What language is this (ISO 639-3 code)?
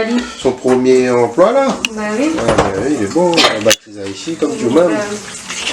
rcf